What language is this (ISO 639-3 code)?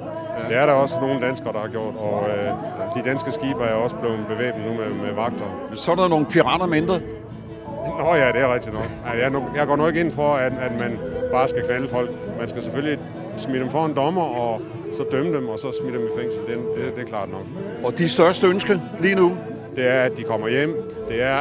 dan